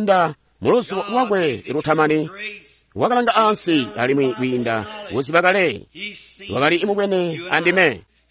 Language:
Tonga (Zambia)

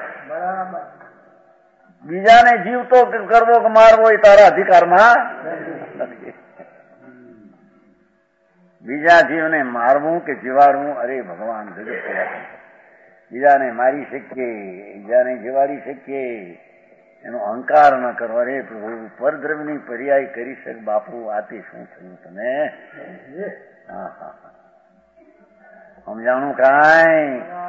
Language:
Gujarati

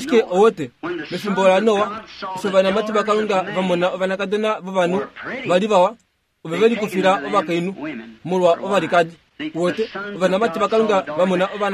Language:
Kuanyama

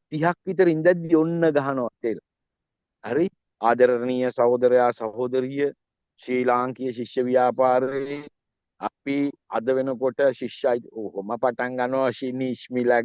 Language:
Sinhala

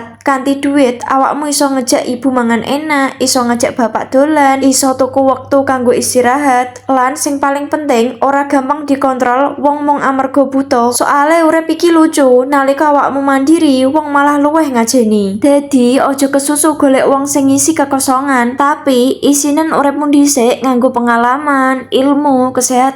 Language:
Javanese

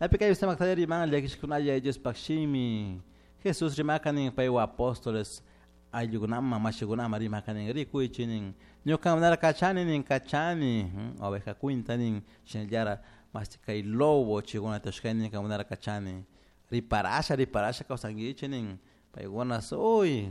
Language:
Chimborazo Highland Quichua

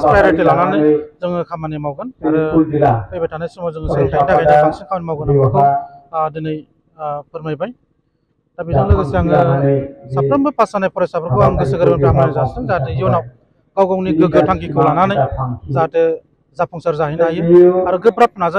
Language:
Bodo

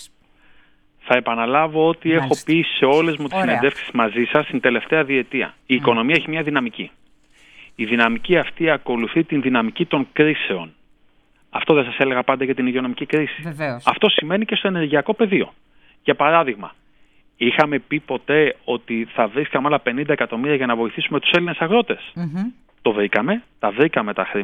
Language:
Greek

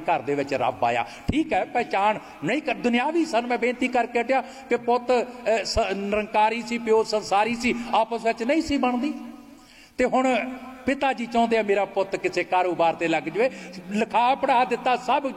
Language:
Punjabi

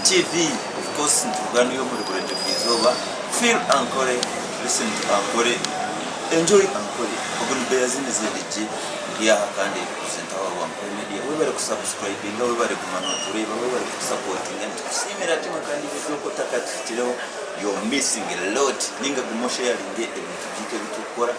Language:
Nyankole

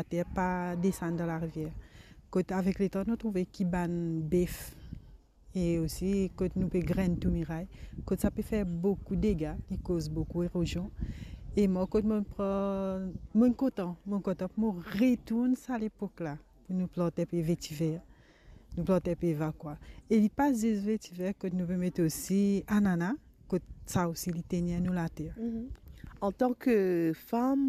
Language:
Morisyen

